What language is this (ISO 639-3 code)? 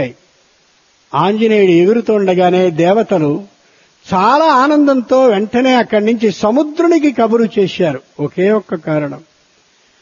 tel